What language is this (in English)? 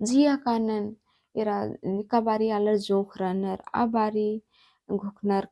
Kurukh